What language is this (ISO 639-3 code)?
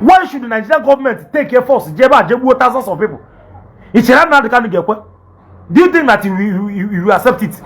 ibo